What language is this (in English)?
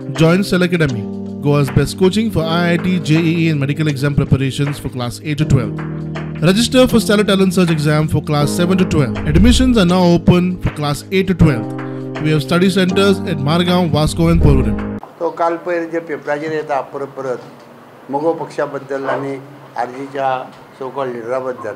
Konkani